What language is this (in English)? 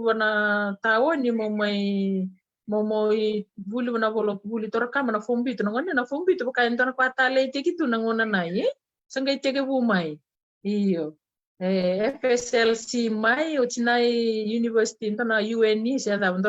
Fijian